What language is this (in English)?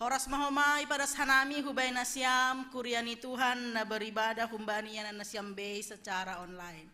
Batak Simalungun